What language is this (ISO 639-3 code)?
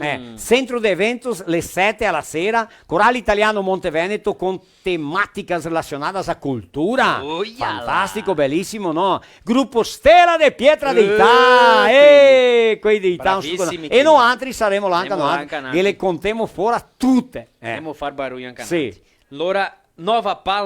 vec